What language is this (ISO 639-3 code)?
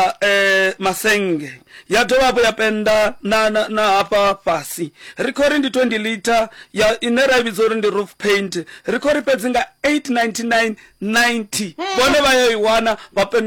ven